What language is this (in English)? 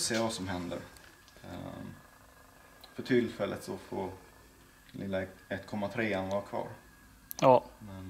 Swedish